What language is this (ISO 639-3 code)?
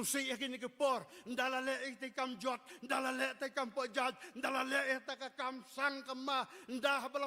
kha